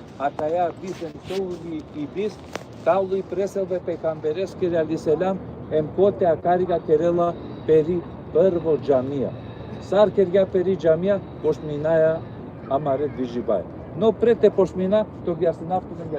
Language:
Balkan Romani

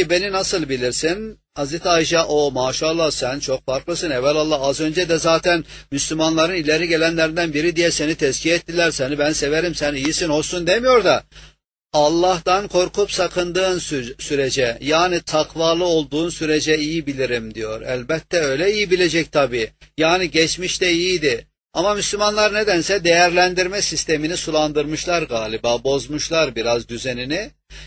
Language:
Turkish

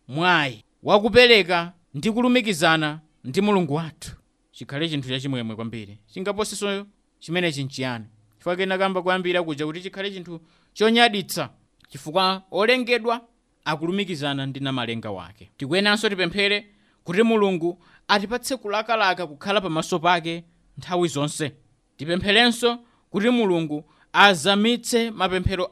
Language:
Nyanja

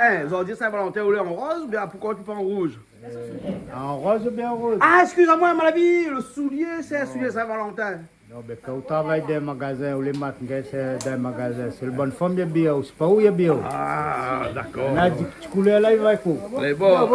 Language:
Réunion Creole French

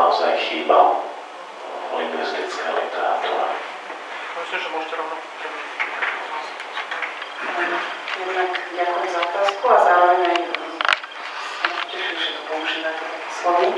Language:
Slovak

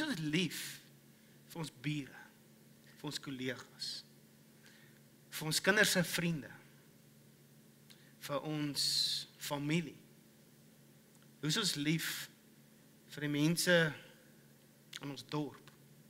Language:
Afrikaans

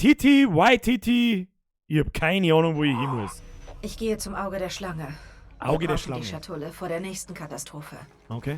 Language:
Bavarian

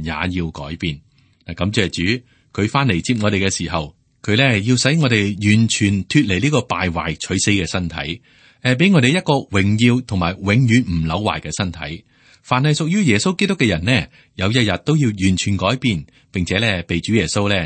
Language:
Cantonese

